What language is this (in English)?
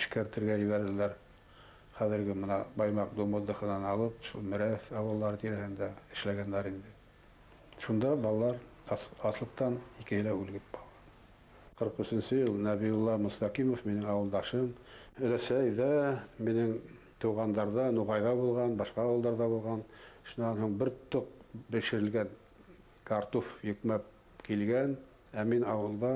Bashkir